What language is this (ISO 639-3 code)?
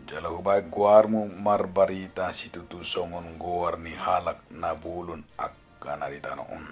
bbc